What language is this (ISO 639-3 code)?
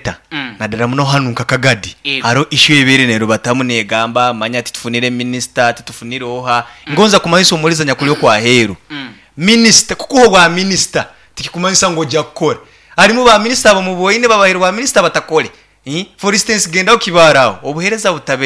nyn